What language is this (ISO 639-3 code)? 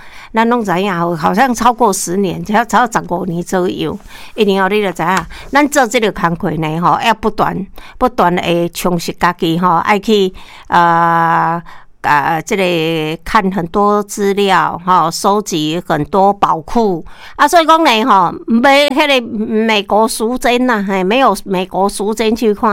nan